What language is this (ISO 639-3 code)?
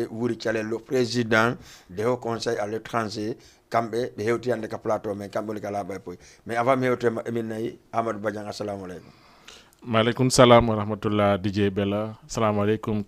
ful